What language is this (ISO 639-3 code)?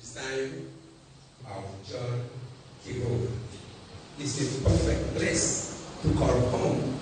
luo